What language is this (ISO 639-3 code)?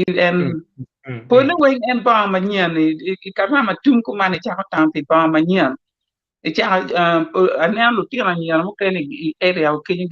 ach